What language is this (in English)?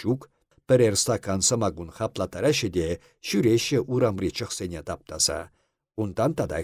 Chuvash